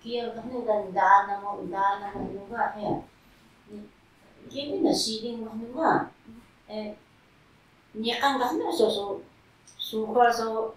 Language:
Taroko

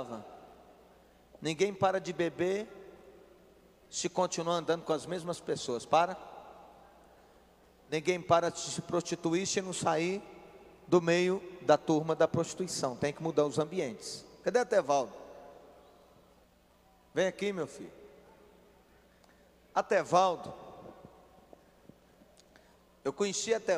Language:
Portuguese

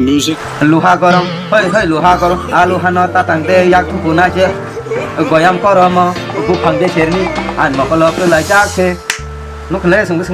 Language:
Kok Borok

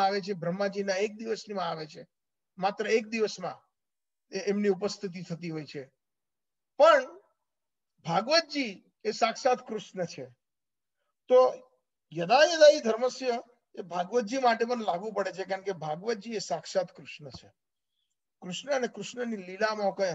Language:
Gujarati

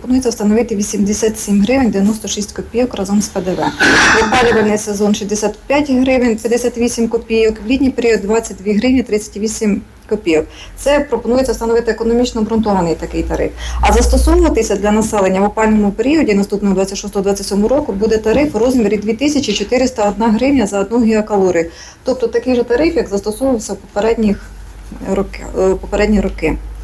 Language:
Ukrainian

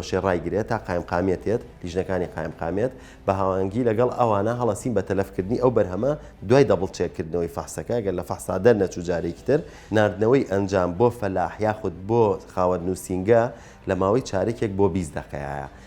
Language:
Central Kurdish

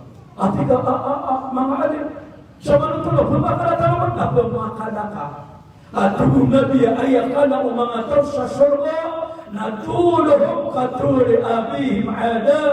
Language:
Maranao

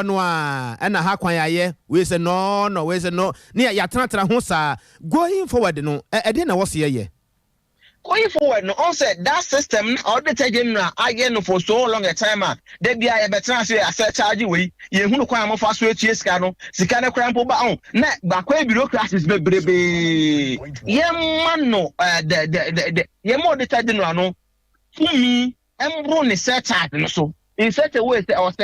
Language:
Akan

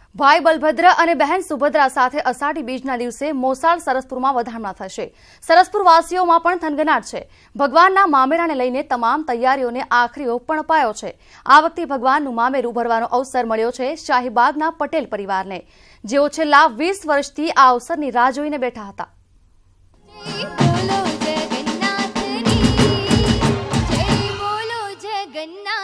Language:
Gujarati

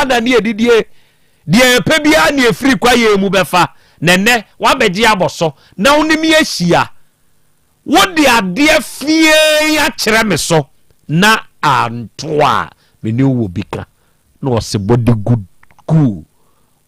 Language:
Akan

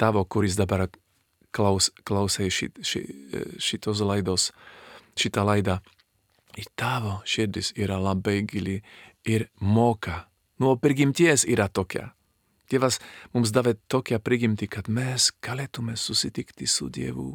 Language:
Lithuanian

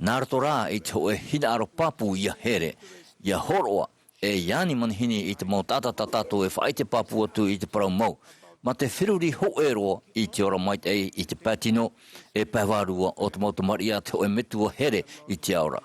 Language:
Tahitian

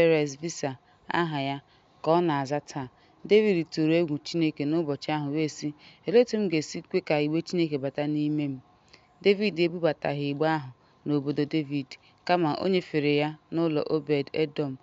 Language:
Igbo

